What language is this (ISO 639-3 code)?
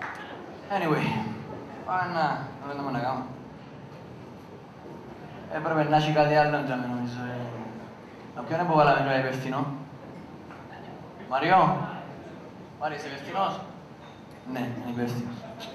ell